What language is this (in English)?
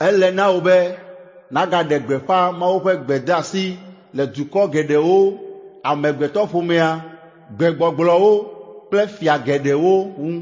Ewe